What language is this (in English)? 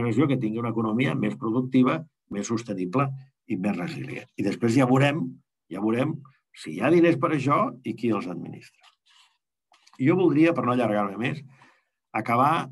Catalan